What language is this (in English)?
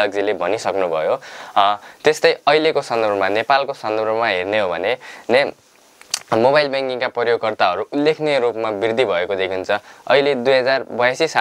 Nepali